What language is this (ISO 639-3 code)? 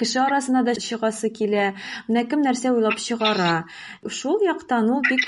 tat